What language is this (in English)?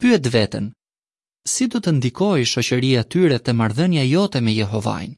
Albanian